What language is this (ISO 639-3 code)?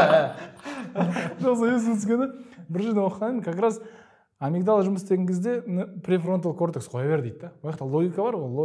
kaz